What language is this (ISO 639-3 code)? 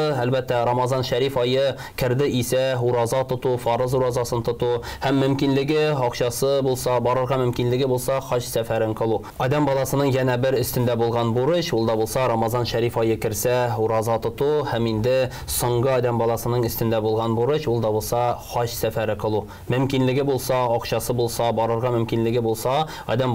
tat